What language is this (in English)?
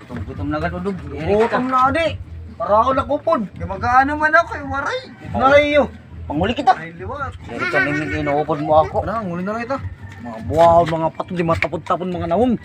Waray